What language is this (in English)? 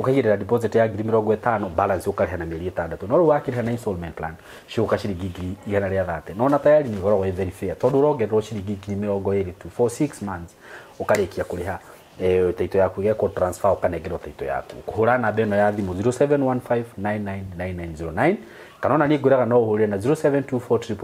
Kikuyu